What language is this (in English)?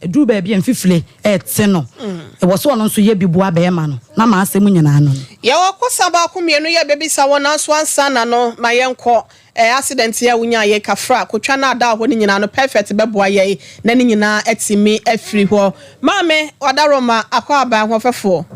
Akan